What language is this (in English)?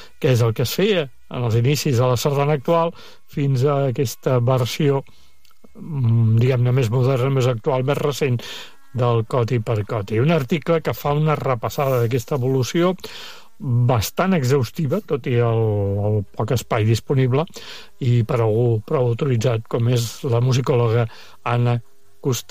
Catalan